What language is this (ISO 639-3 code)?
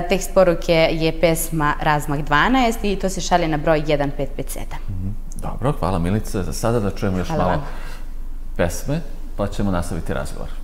srp